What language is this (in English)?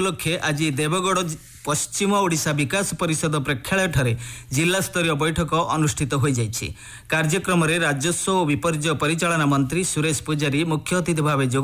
Odia